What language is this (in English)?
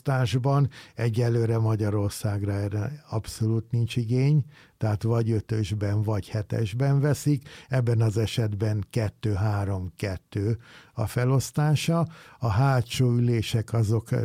Hungarian